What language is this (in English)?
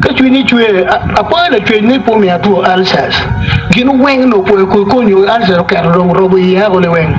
Acoli